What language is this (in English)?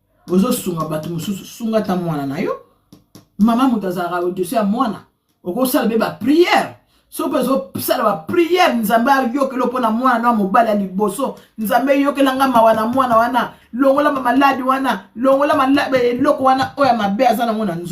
Lingala